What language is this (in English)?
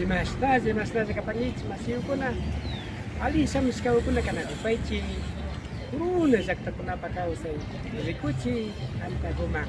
Imbabura Highland Quichua